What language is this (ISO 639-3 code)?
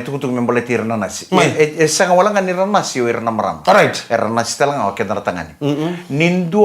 fij